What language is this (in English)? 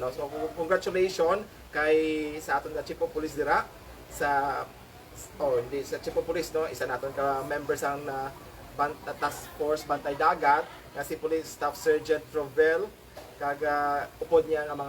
Hiligaynon